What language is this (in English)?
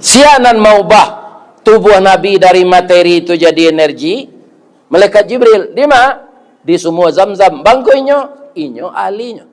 Minangkabau